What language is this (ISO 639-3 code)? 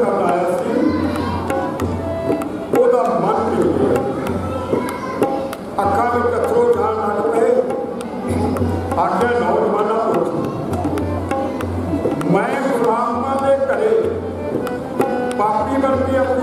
pan